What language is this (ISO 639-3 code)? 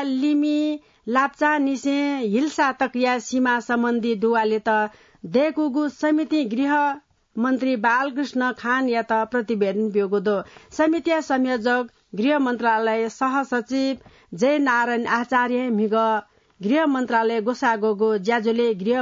new